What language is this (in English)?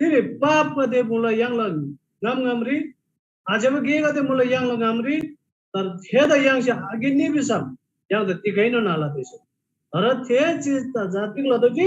Eastern Tamang